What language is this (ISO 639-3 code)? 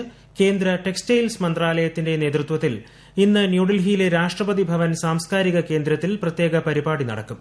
mal